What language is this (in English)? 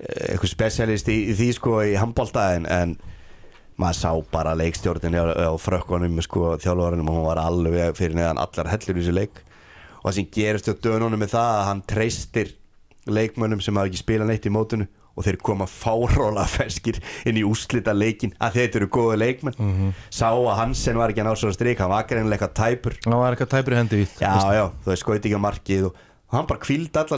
Icelandic